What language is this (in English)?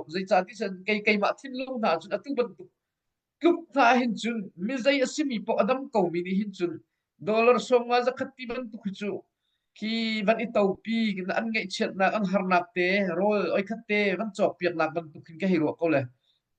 Hakha Chin